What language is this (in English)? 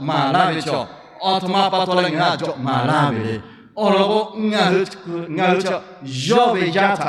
Lahu